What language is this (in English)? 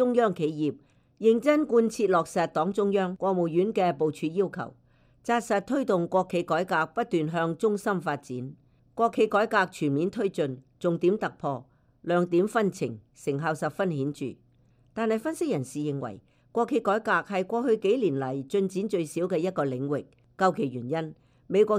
Cantonese